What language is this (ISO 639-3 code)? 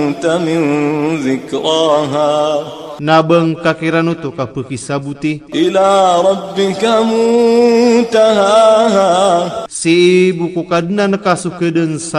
mrw